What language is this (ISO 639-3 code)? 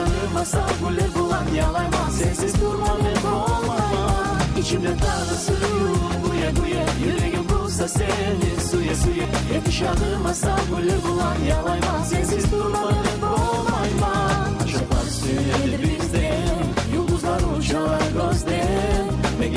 kum